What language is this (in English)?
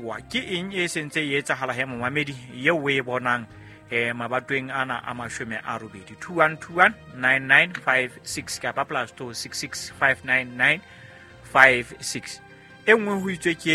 Southern Sotho